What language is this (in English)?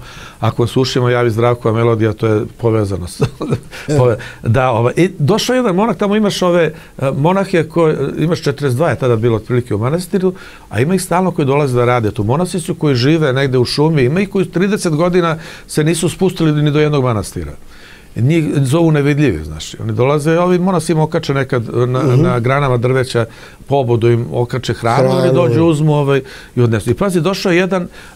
Serbian